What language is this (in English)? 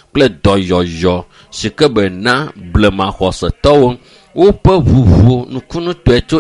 Ewe